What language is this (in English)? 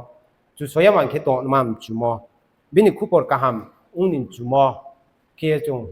Riang (India)